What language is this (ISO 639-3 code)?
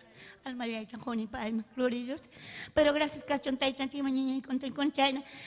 quy